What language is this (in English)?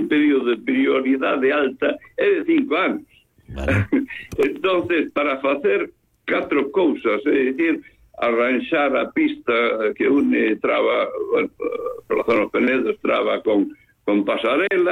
Galician